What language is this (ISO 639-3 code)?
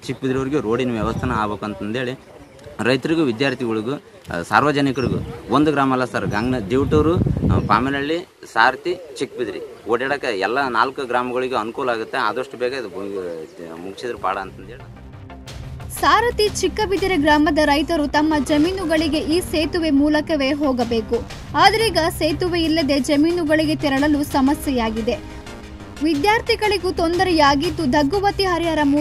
kan